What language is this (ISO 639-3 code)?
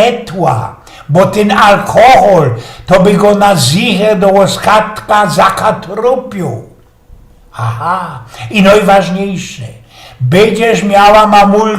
szl